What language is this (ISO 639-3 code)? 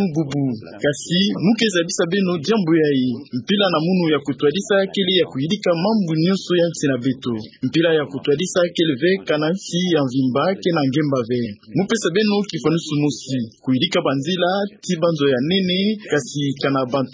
ktu